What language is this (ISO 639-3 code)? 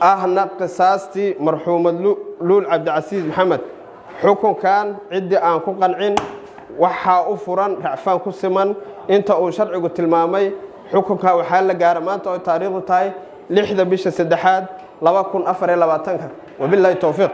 som